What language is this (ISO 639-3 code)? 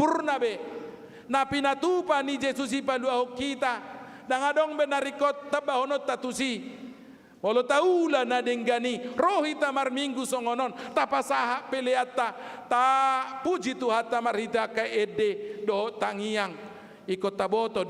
bbc